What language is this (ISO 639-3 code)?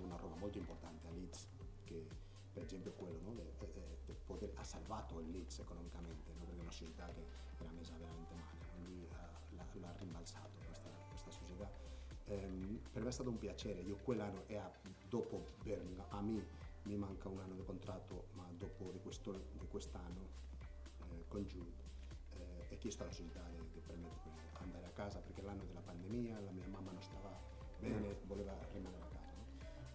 ita